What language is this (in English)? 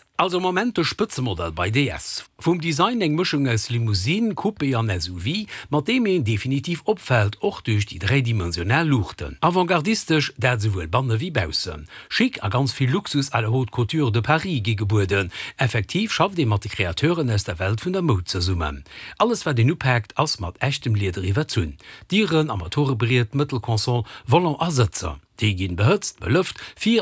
Luxembourgish